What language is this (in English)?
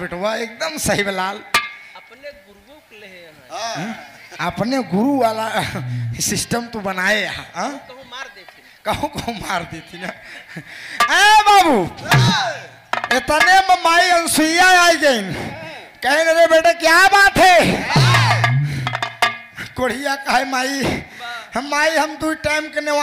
Bhojpuri